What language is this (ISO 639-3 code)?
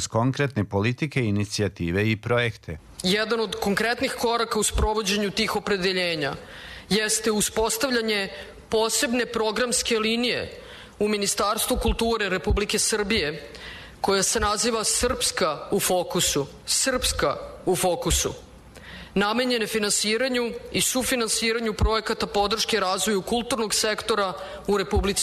srp